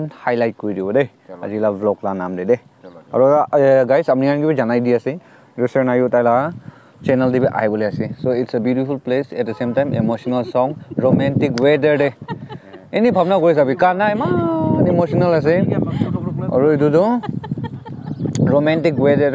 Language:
Naga Pidgin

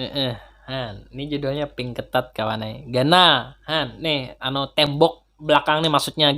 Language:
Banjar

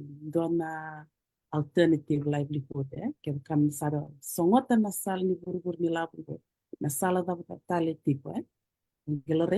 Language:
Fijian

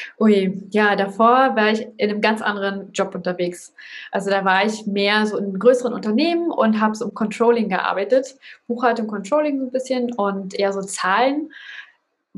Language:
German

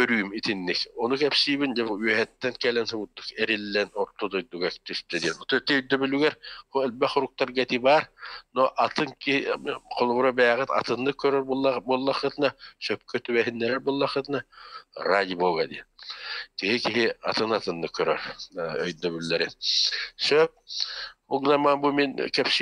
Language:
Yakut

